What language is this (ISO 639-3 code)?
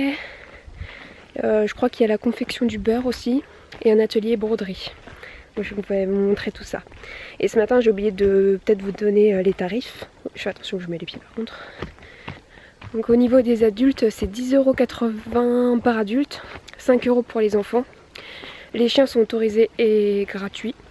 fra